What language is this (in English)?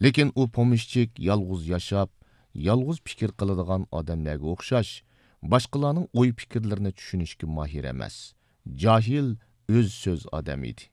Uyghur